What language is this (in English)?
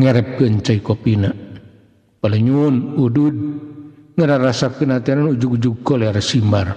Sundanese